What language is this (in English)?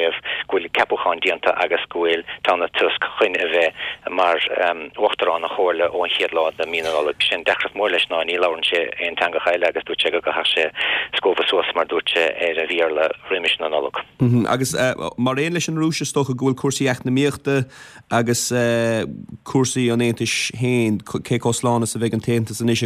Irish